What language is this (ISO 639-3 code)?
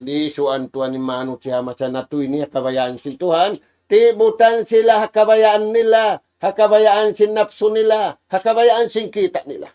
tsg